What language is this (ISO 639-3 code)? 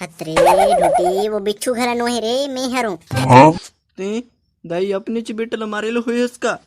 hne